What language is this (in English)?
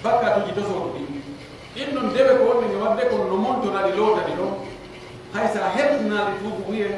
Pular